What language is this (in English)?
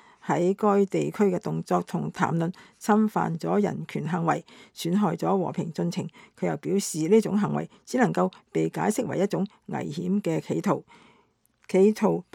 Cantonese